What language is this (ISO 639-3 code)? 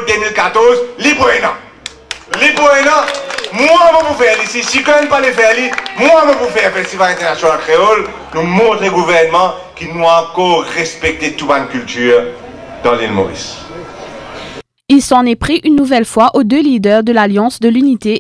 fra